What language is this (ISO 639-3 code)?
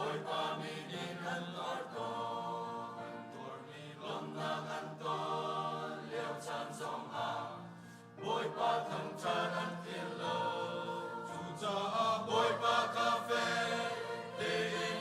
cnh